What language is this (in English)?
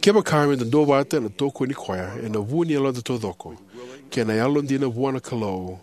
Fijian